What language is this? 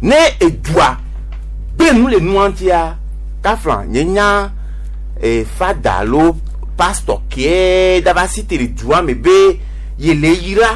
Gen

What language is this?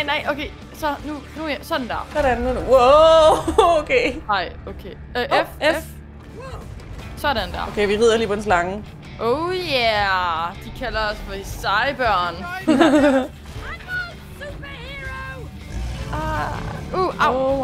Danish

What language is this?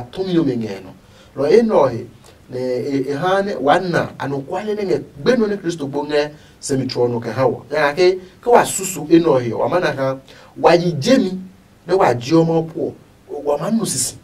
Adangme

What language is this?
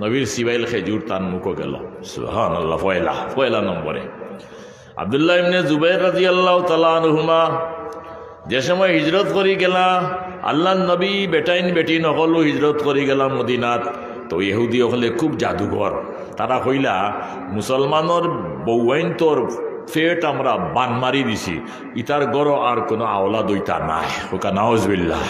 Sylheti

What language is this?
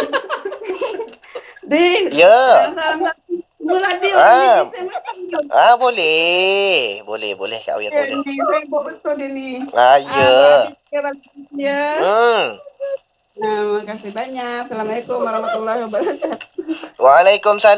Malay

